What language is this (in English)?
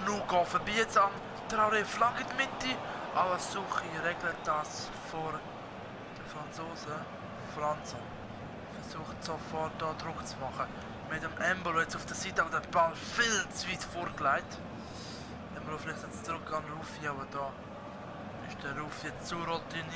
Swiss German